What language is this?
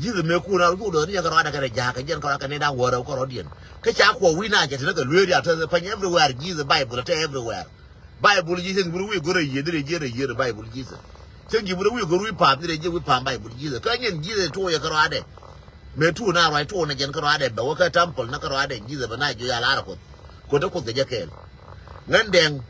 Nuer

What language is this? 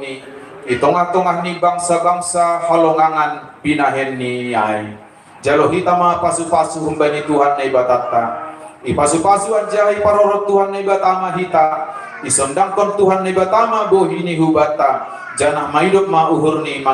Batak Simalungun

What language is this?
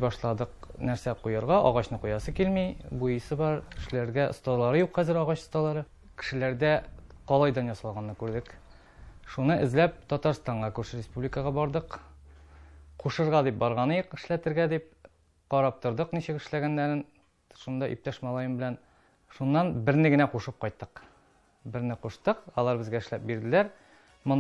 Tatar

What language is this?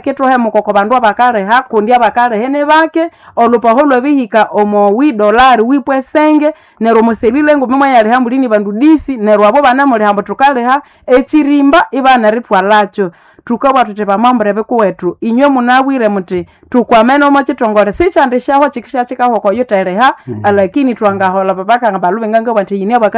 Nande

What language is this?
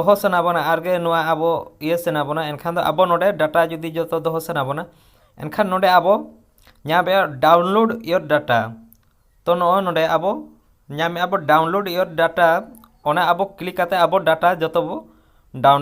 Santali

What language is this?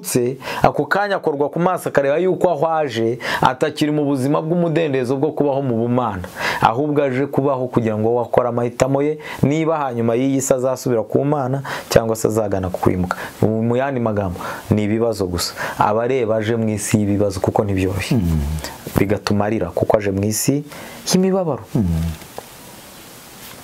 Kinyarwanda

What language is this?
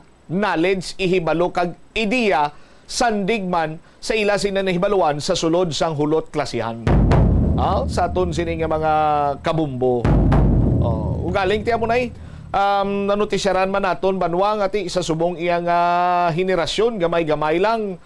Hiligaynon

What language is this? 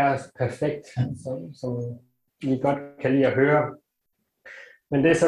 Danish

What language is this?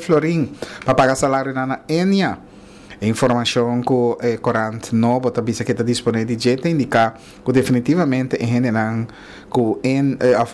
Papiamento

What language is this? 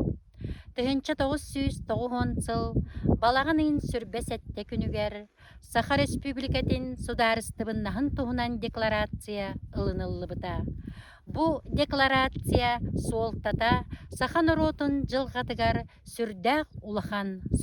Yakut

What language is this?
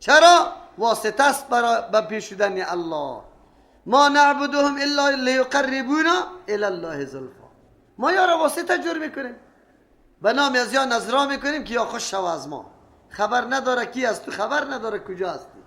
Persian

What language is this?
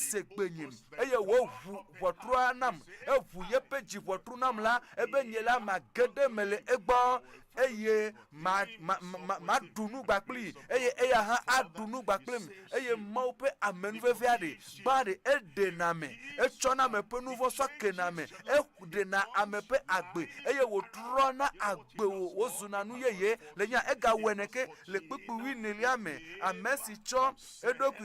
Ewe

